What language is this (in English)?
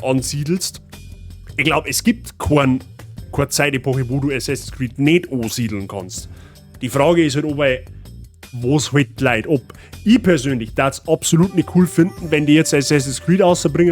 Bavarian